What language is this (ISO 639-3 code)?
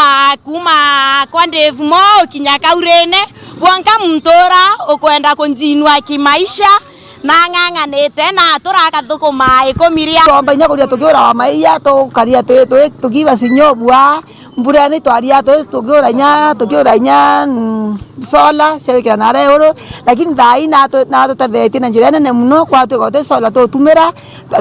mer